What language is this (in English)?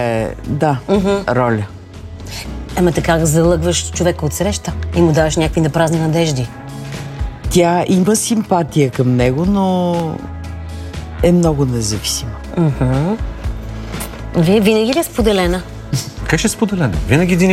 Bulgarian